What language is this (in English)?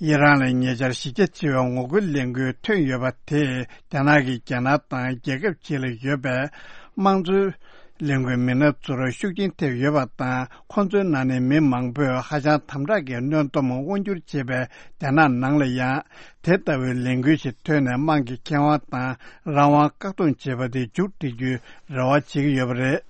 Tibetan